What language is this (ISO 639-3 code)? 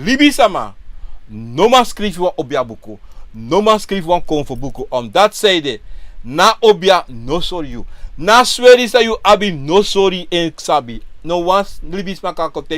srn